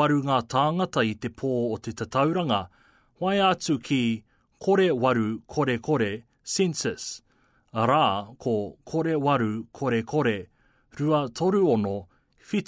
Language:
Māori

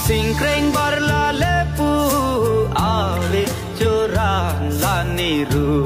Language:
Karbi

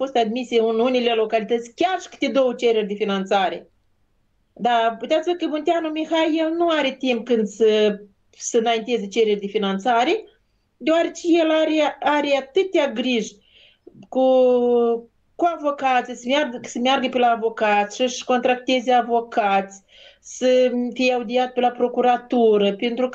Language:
Romanian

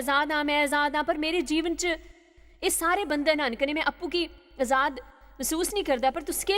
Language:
Dogri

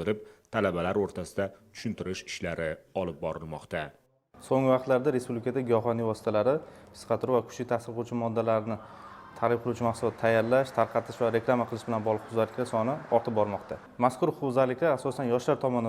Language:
Uzbek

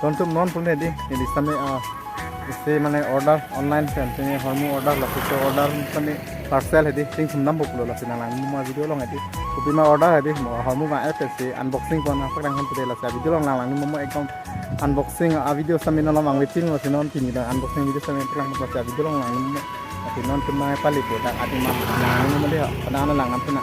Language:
Karbi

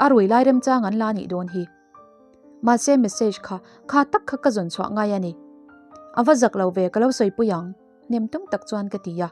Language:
Mizo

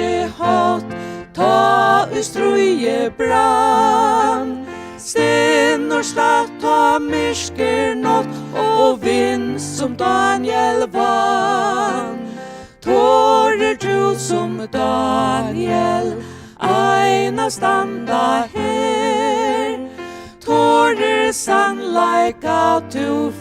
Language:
Faroese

